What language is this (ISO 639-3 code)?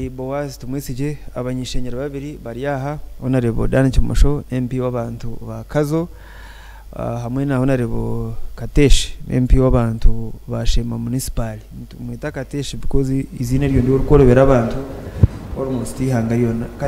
nyn